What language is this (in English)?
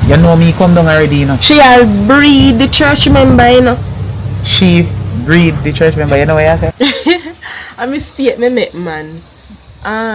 Jamaican Creole English